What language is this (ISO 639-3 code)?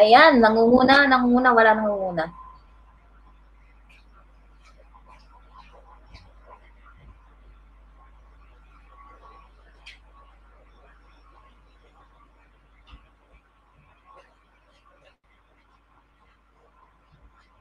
fil